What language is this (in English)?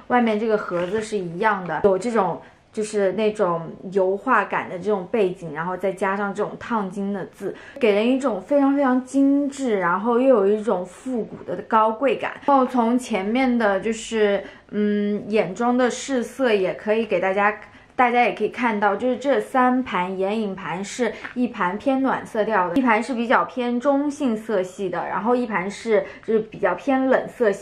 Chinese